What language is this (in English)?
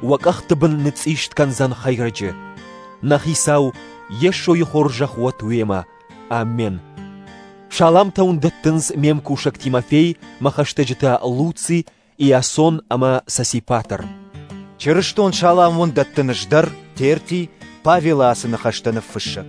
Ossetic